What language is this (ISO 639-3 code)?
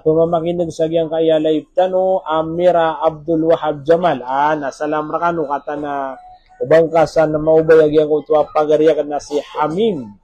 mrw